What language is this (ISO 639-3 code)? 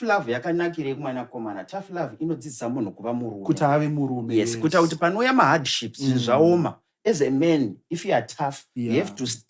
sna